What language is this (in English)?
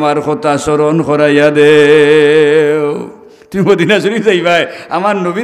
Sylheti